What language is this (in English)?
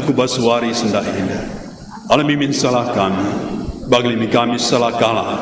Batak Karo